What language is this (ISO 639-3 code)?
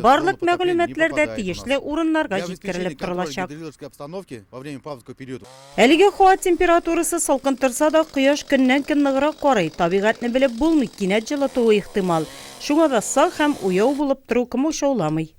tat